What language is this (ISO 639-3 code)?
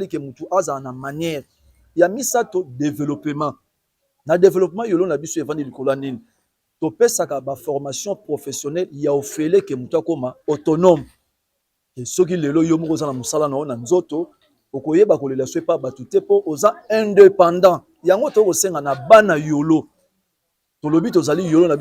lin